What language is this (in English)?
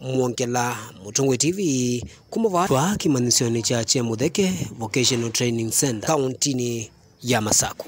Kamba